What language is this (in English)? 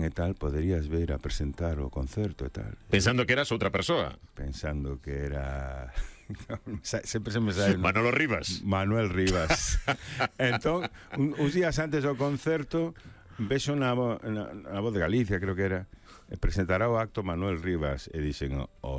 Galician